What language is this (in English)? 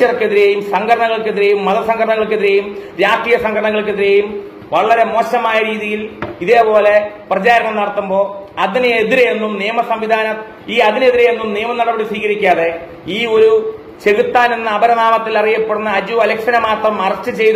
Malayalam